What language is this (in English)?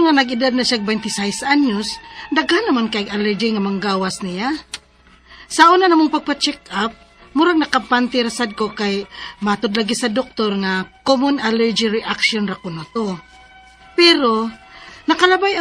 Cebuano